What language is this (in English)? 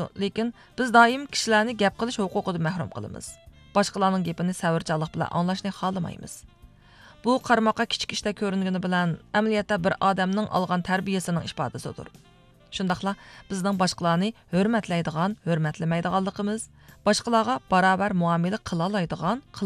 Uyghur